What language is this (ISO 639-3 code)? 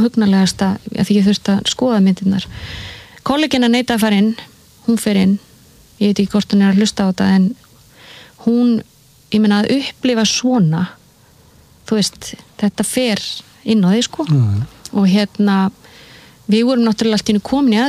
isl